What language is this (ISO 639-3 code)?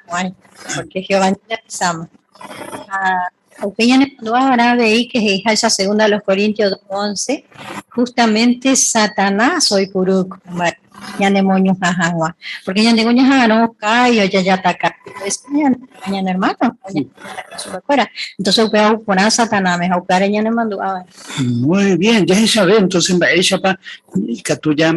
grn